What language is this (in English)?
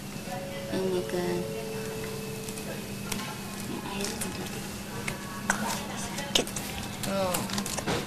Indonesian